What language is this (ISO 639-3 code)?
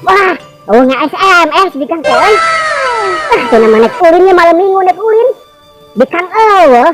sun